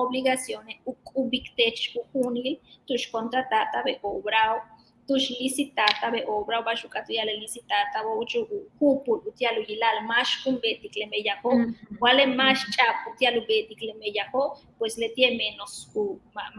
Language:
Yucateco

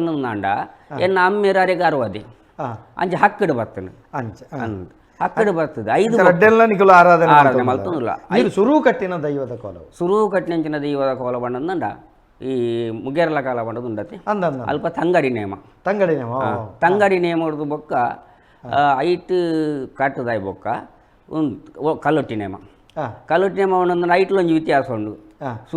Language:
Tulu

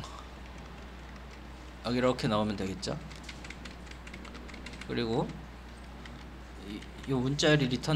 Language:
Korean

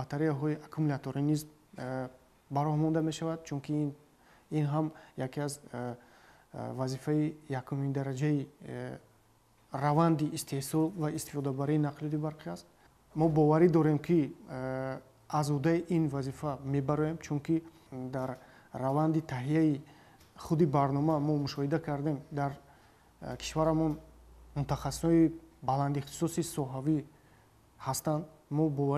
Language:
Tajik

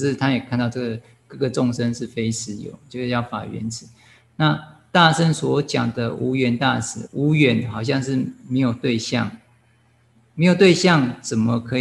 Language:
Chinese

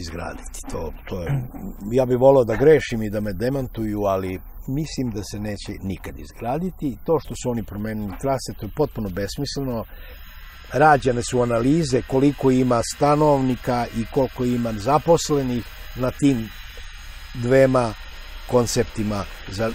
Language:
Serbian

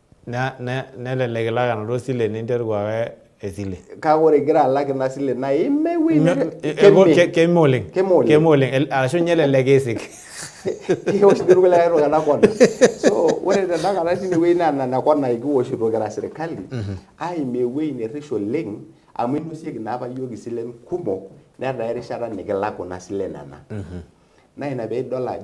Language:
Masai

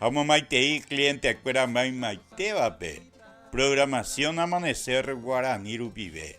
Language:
Guarani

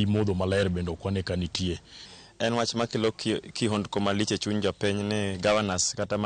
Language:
Luo (Kenya and Tanzania)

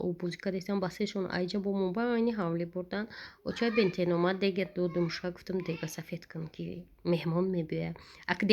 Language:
Tajik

